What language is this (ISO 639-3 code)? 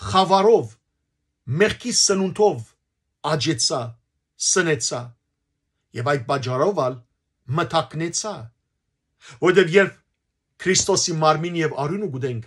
hyw